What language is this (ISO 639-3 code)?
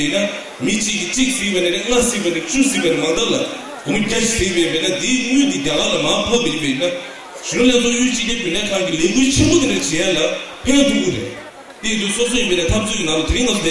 bod